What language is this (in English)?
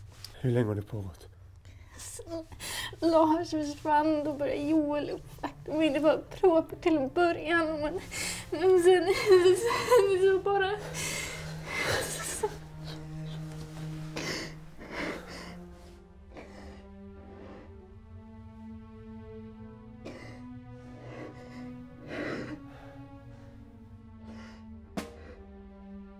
Swedish